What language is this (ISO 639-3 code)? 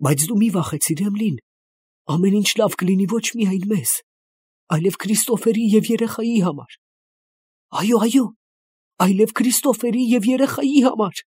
hye